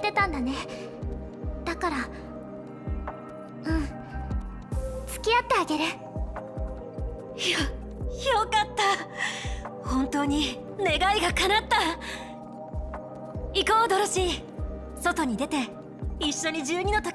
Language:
Japanese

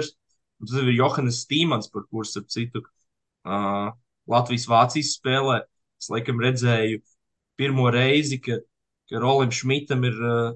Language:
Latvian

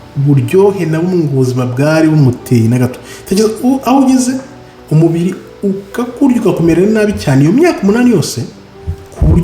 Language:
Kinyarwanda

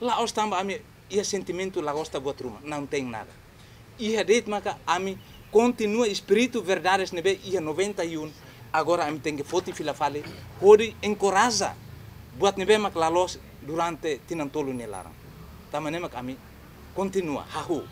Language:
Tetum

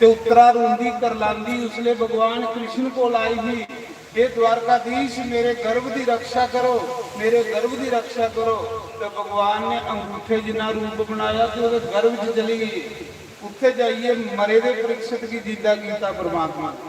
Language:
Dogri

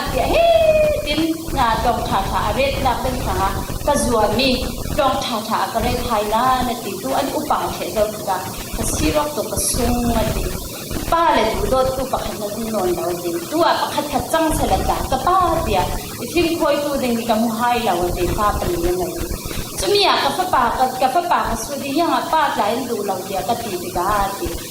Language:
Falam Chin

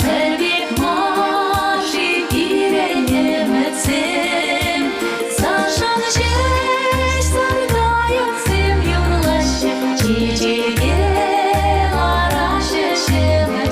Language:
Chuvash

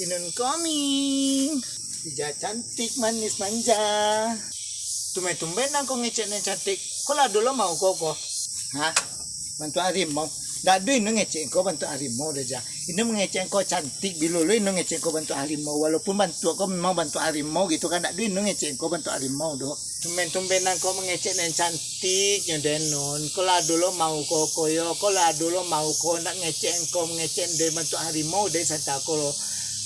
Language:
Minangkabau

